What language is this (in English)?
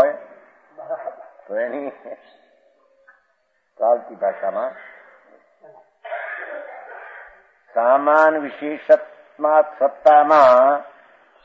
Gujarati